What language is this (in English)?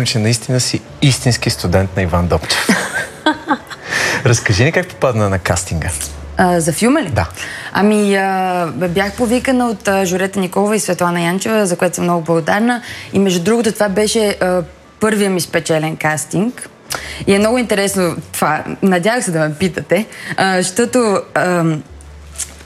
Bulgarian